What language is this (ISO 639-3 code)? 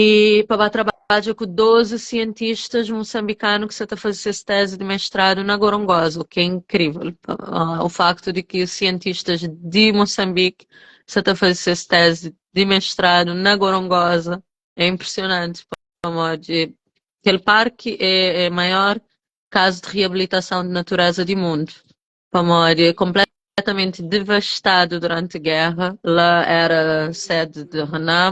kea